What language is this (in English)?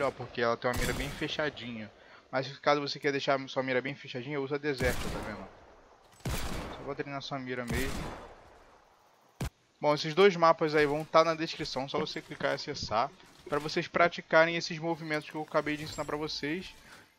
Portuguese